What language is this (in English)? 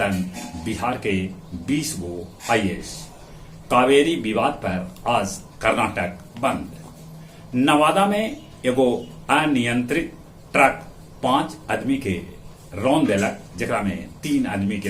Magahi